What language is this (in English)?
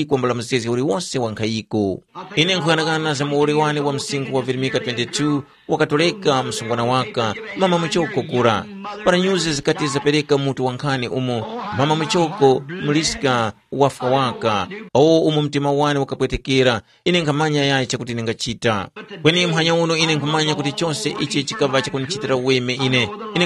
Tumbuka